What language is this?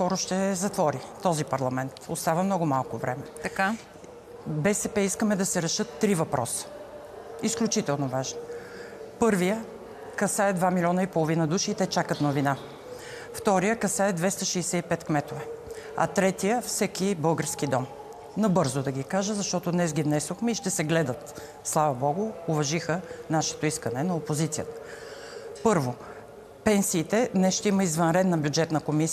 Bulgarian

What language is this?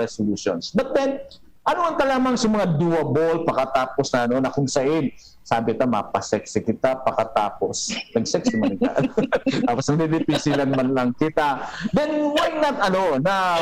Bikol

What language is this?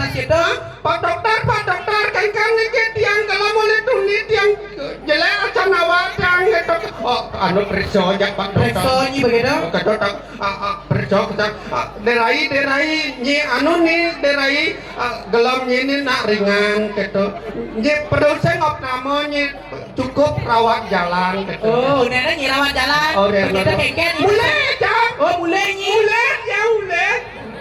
Balinese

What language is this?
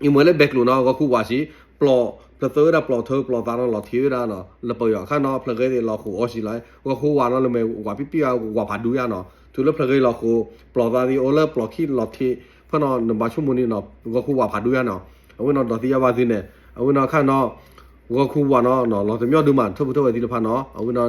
S'gaw Karen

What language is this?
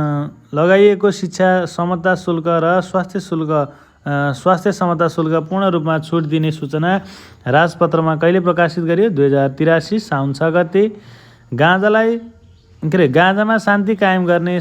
Nepali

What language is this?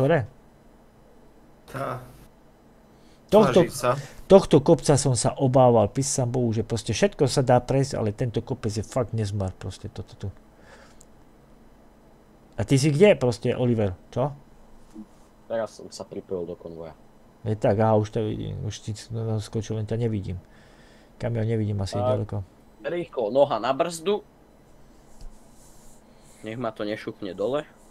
Slovak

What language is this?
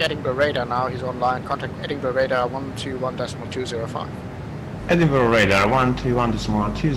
English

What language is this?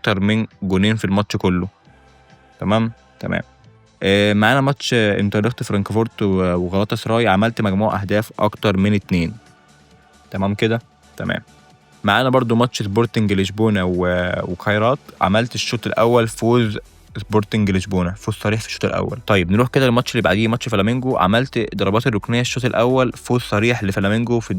Egyptian Arabic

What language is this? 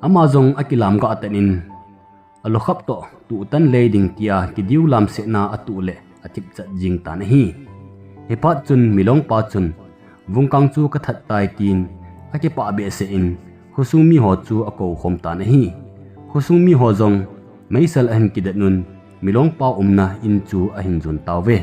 Thado Chin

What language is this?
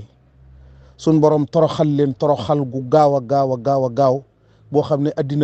Wolof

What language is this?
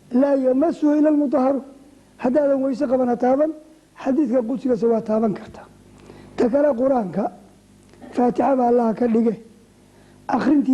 Somali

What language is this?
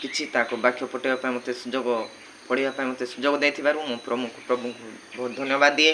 Odia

